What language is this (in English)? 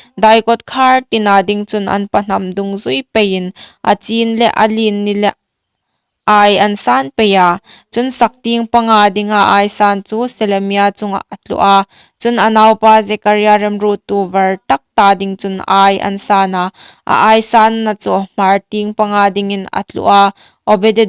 Hmar